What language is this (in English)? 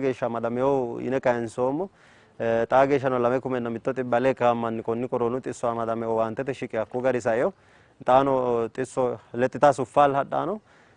Sidamo